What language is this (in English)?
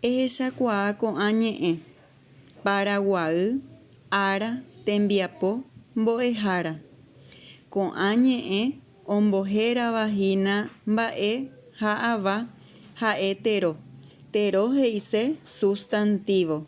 Guarani